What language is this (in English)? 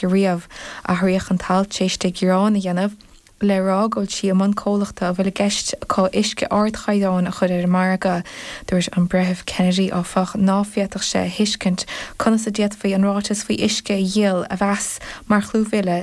Irish